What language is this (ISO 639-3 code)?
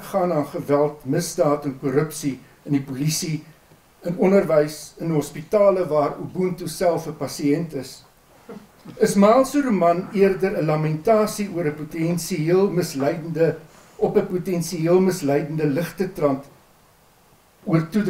afr